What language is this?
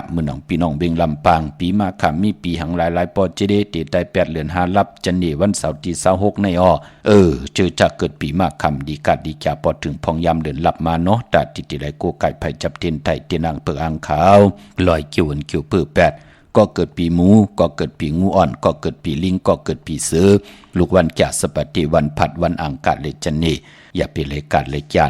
Shan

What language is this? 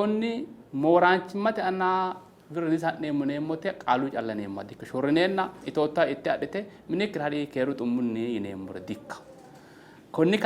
Sidamo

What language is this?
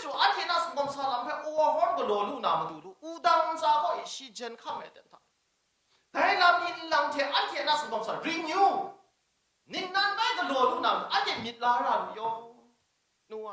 Kachin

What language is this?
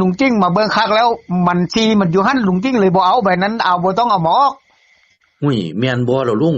Northeastern Thai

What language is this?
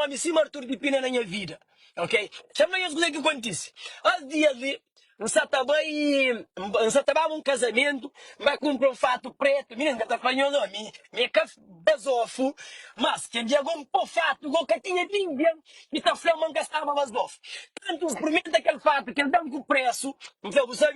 Kabuverdianu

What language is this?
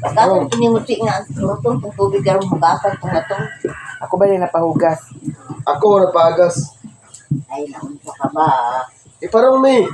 Cebuano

